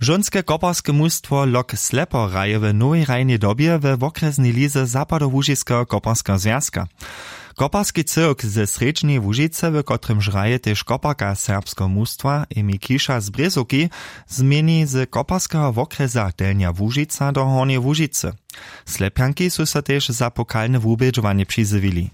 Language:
Upper Sorbian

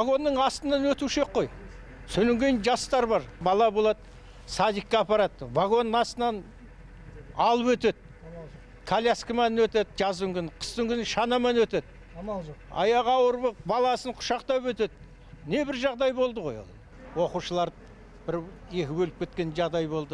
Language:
Kazakh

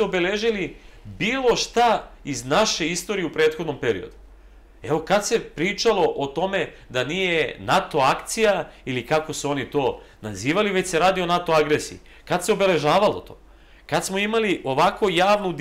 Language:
Serbian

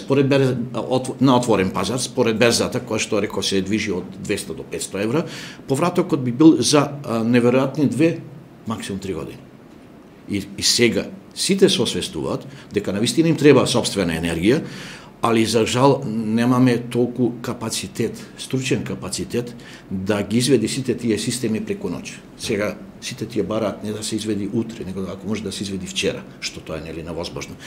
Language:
Macedonian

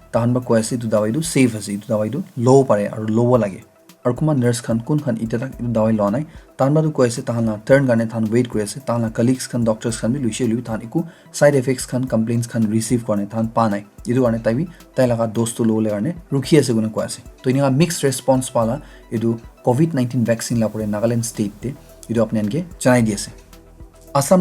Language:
Naga Pidgin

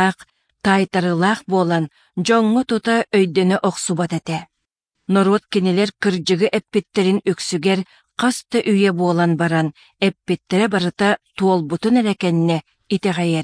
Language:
Yakut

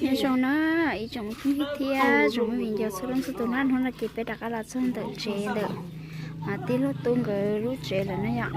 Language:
Hmong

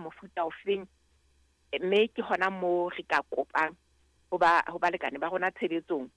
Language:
Southern Sotho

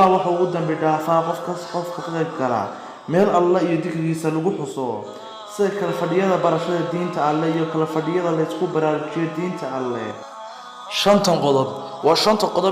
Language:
Somali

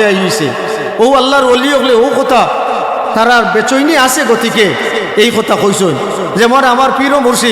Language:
Sylheti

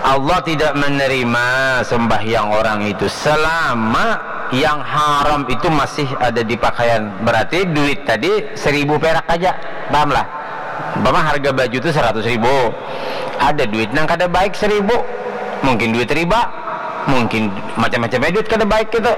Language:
Banjar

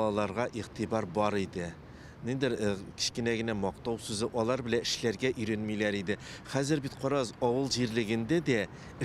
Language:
Tatar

